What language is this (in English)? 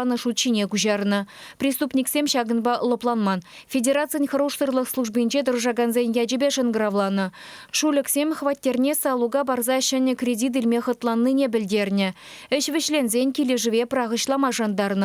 Chuvash